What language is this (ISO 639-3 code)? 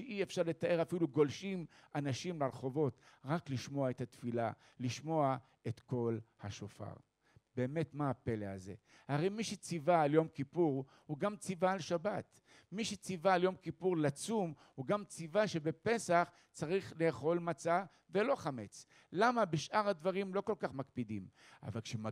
heb